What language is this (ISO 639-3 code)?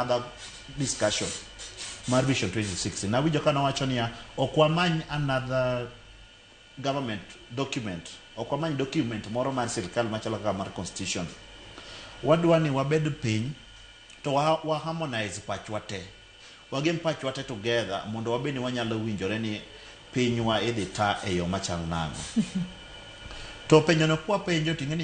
luo